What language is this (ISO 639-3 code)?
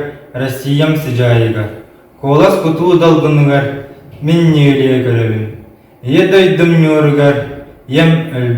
sah